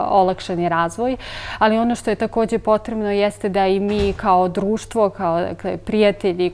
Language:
Serbian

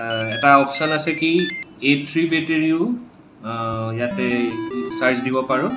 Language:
Assamese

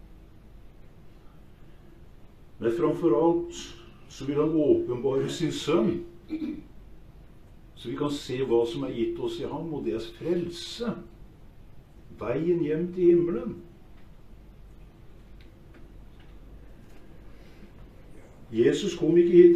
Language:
Norwegian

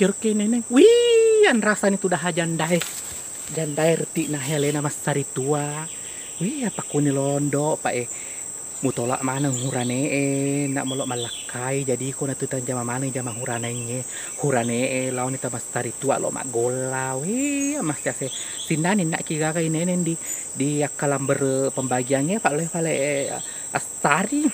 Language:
Buginese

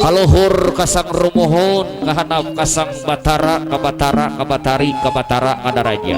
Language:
Sundanese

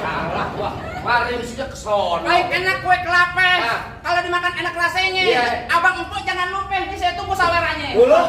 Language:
Betawi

